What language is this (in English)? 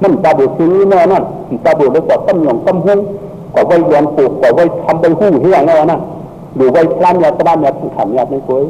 Shan